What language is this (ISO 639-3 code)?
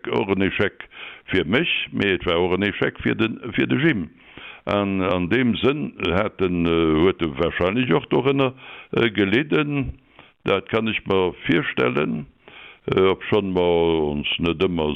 ltz